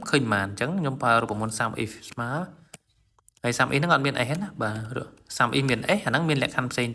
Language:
Khmer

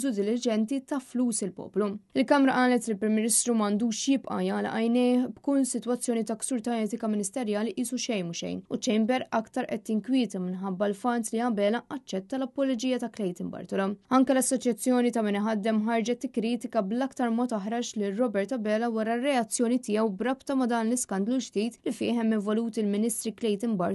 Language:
Maltese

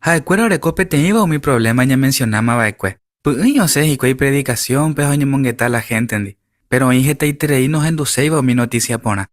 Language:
Guarani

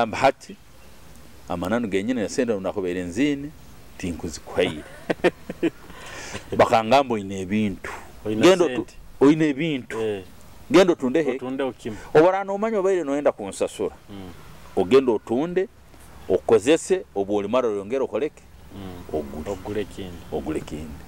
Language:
Nyoro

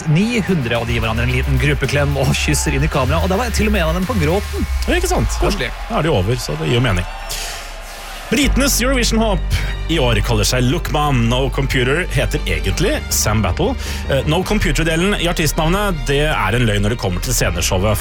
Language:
Norwegian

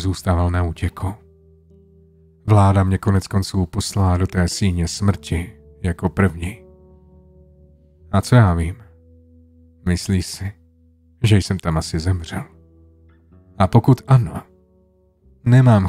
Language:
Czech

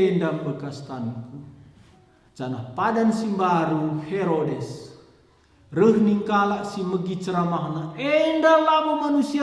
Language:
Batak Karo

